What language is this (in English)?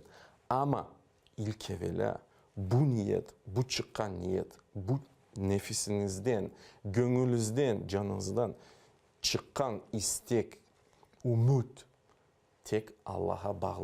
Crimean Tatar